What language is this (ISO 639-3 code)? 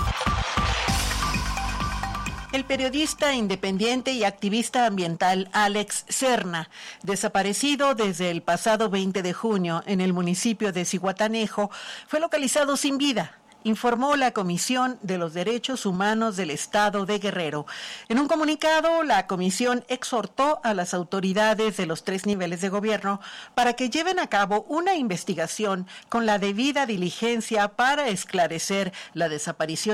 spa